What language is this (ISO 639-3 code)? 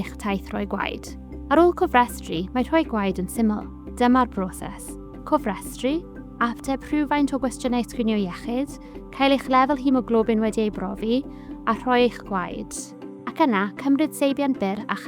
cym